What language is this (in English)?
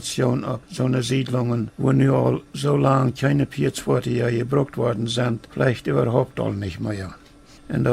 Plautdietsch